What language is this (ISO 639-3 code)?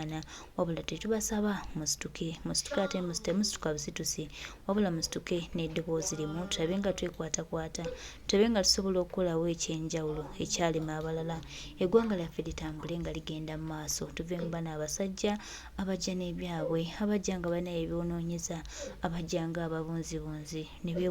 lug